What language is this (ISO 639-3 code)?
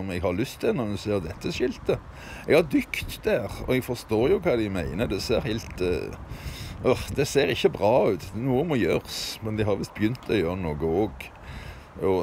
nor